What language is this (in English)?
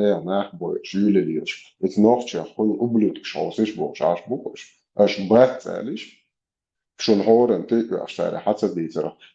Chechen